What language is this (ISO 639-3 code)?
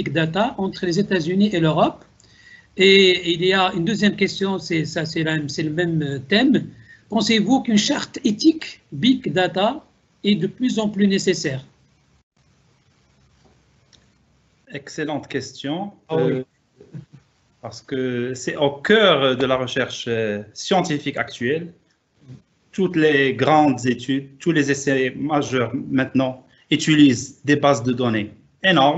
fra